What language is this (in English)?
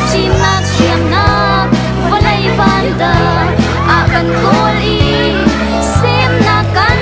Hakha Chin